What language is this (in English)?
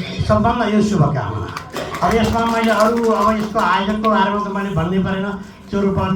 Nepali